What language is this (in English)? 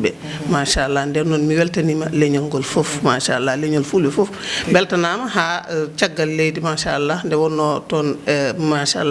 Fula